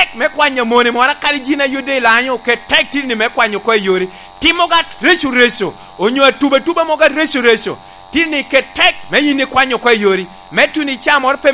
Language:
Lango (Uganda)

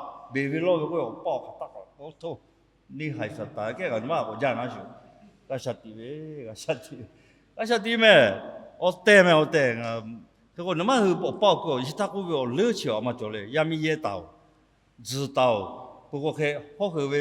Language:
Lahu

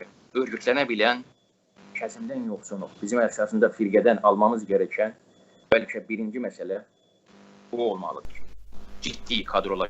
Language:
South Azerbaijani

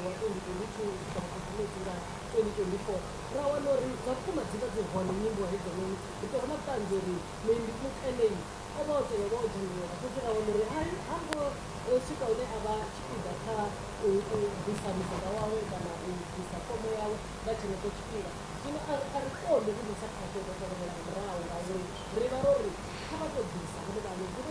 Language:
Venda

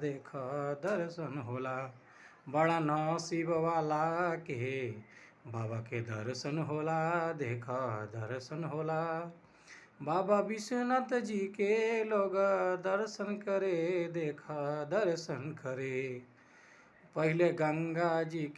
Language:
Bhojpuri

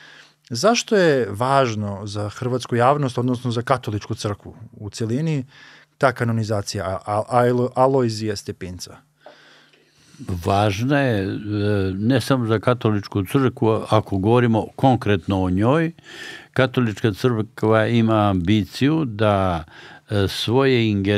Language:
Serbian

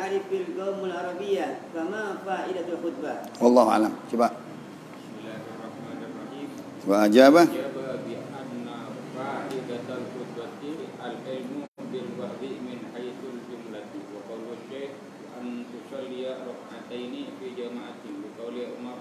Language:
Indonesian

